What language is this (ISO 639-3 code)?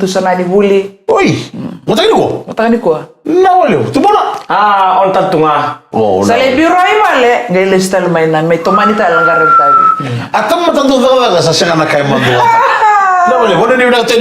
fij